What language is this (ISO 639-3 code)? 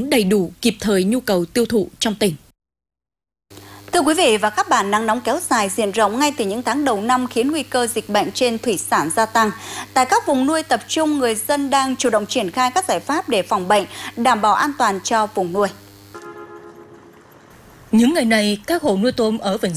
vie